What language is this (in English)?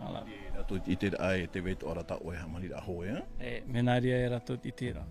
Tahitian